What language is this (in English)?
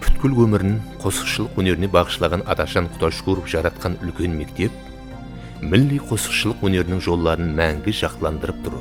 Kara-Kalpak